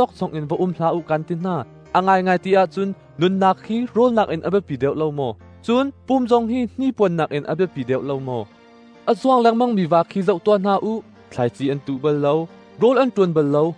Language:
Hakha Chin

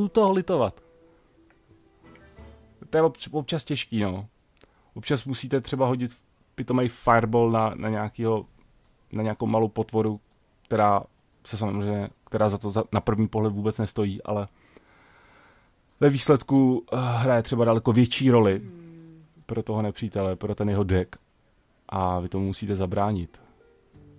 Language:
Czech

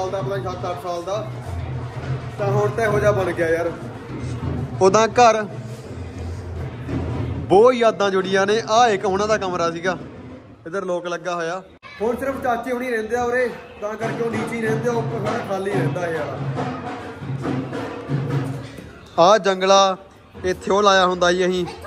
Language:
Punjabi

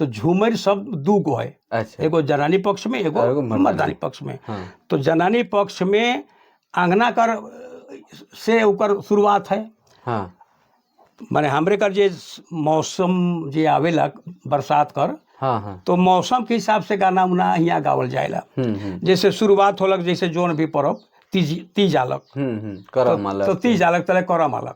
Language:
Sadri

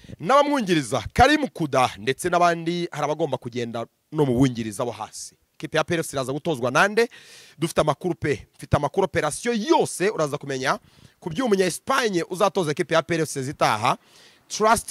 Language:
Kinyarwanda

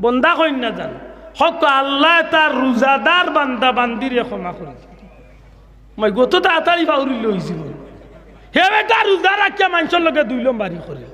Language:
Sylheti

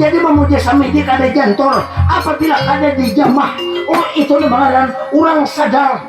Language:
Banjar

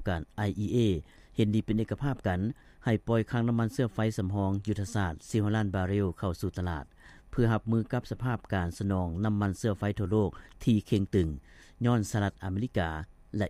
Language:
Lao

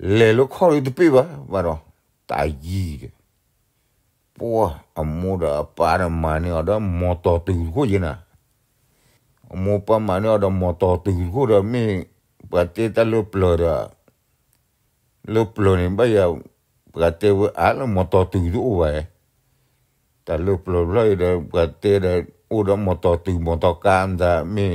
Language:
S'gaw Karen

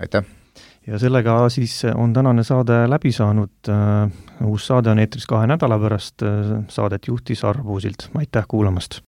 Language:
Estonian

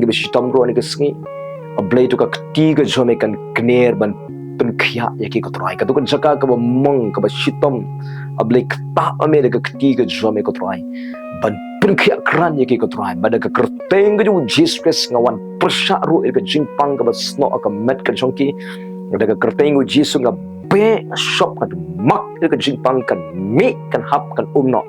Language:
Khasi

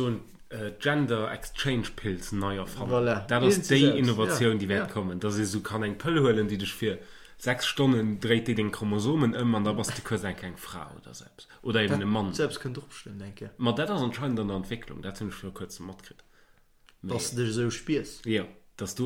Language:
Luxembourgish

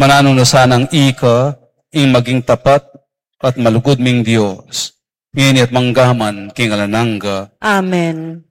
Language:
Pampanga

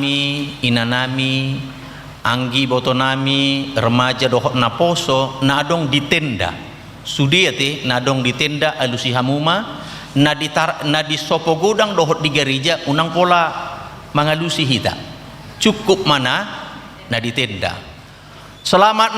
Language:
Batak Toba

